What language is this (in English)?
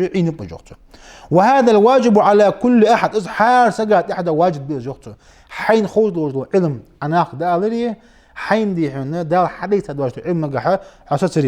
Ingush